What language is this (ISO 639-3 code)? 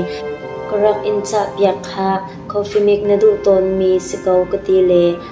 cnh